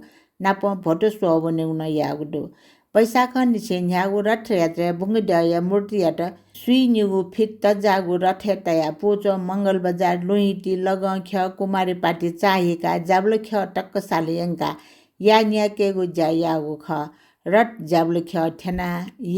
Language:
Newari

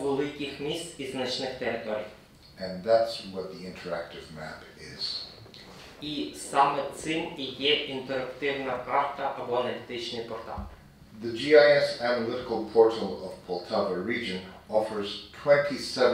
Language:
Ukrainian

